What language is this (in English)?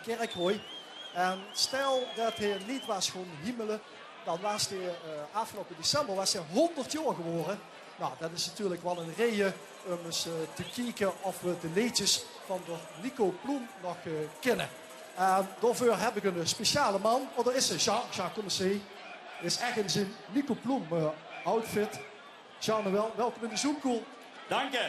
Limburgish